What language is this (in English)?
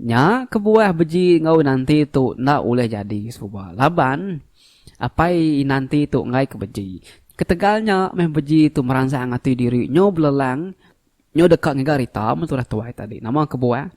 Iban